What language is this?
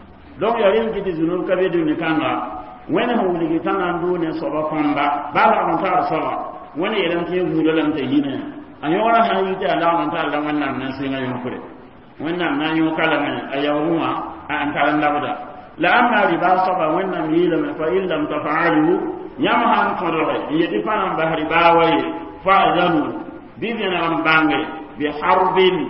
Mossi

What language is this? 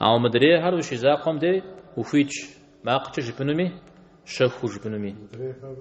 Kabardian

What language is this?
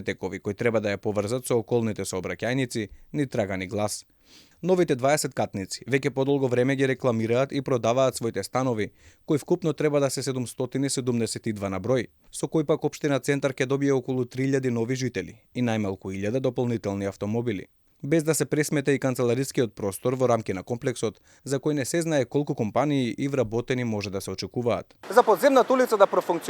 Macedonian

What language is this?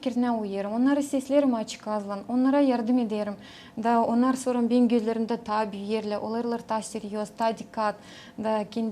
Gagauz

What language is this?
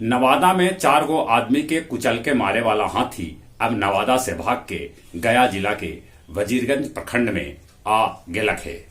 Magahi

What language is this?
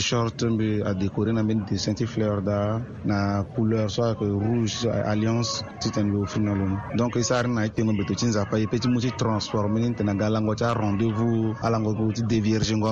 Sango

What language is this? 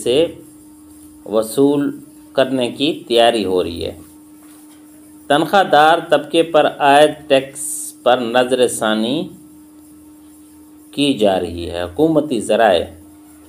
Urdu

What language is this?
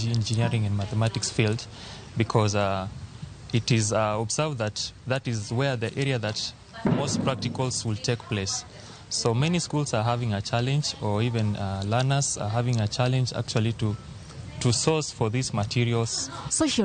Luo (Kenya and Tanzania)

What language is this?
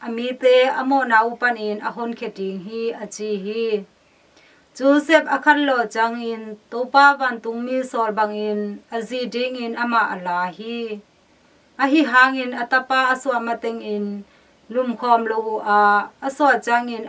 Tedim Chin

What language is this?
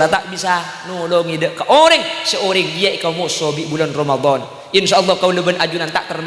Madurese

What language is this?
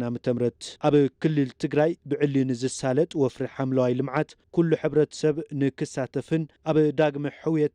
Tigrinya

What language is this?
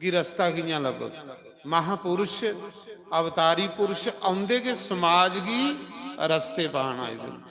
Dogri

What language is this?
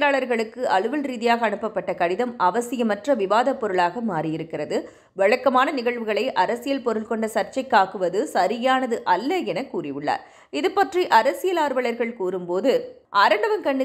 Tamil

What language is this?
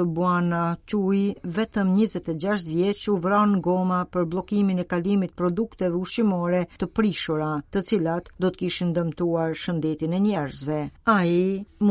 Albanian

